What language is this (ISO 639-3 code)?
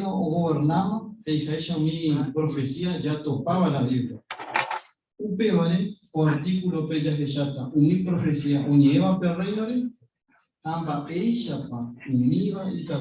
grn